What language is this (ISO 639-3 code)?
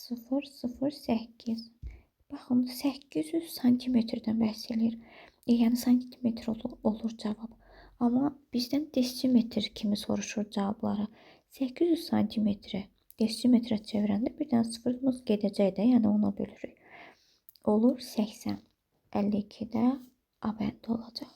aze